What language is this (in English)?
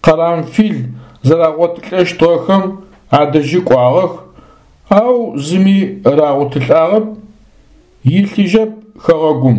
Adyghe